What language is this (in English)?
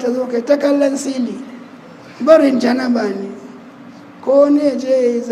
Hausa